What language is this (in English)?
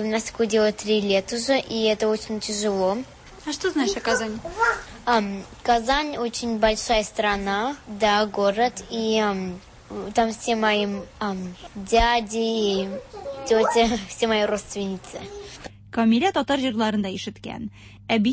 Tatar